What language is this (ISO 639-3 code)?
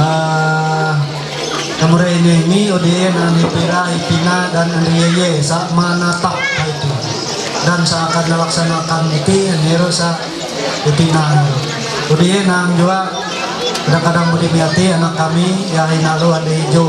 mhy